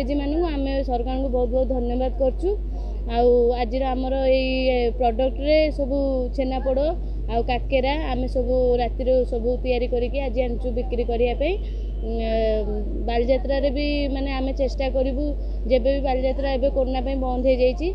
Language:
Odia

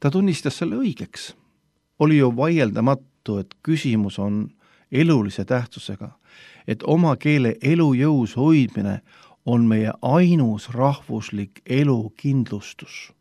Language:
Estonian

